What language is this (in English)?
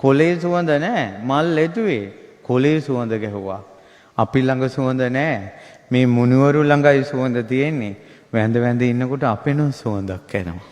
Sinhala